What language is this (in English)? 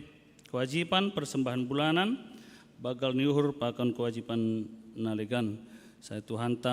Batak Simalungun